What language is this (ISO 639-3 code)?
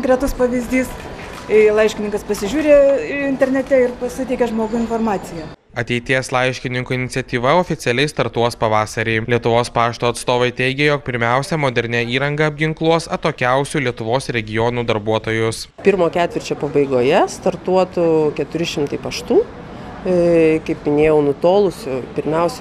lit